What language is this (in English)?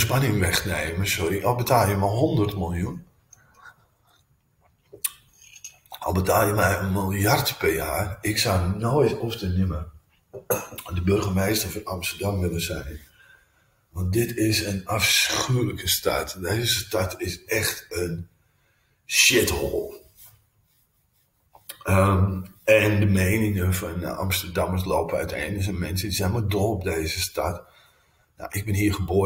Dutch